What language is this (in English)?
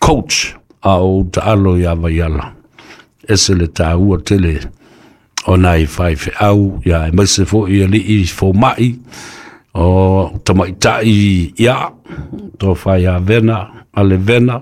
Samoan